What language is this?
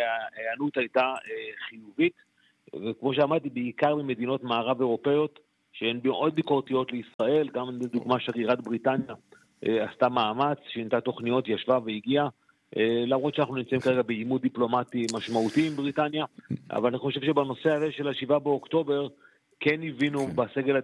Hebrew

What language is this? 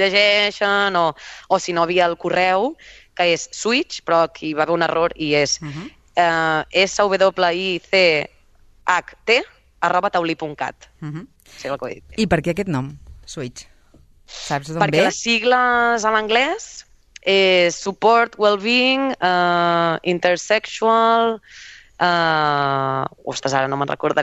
Catalan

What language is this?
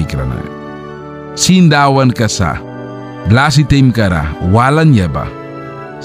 Mískito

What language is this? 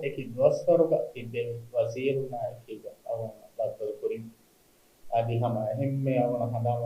Divehi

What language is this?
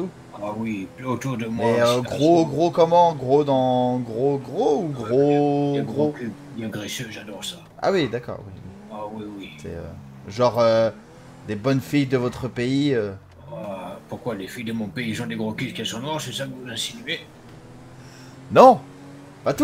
French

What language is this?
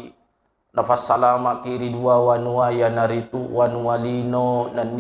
Buginese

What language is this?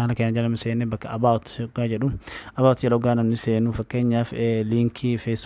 Oromo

